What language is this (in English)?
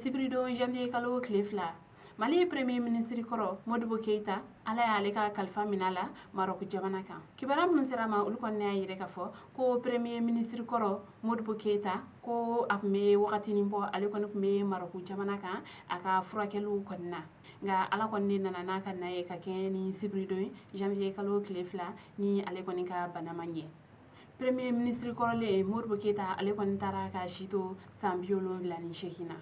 Bambara